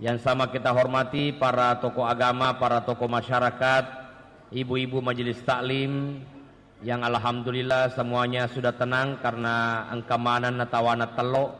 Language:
Buginese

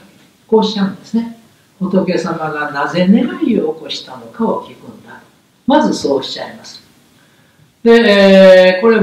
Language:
Japanese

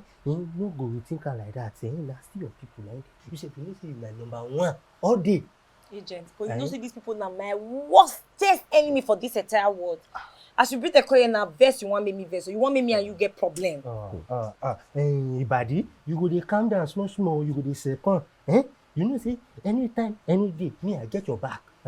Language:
Nigerian Pidgin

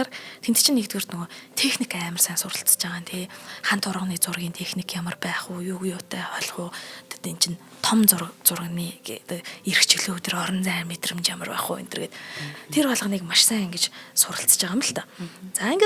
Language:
Mongolian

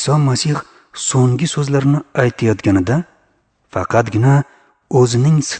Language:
Uzbek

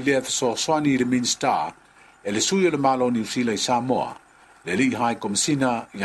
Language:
Samoan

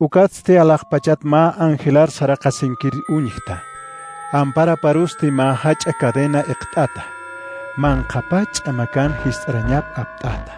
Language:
Aymara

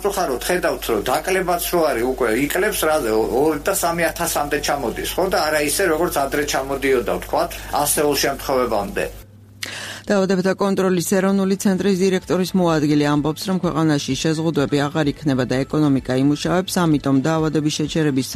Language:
Georgian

